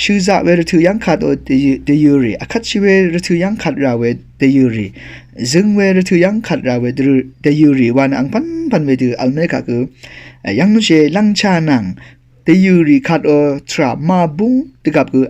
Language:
Rawang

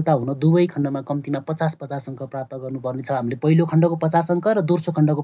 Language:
Nepali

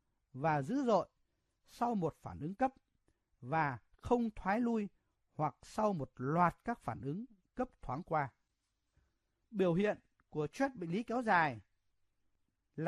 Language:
Vietnamese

